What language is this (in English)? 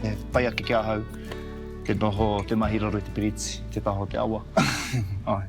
Māori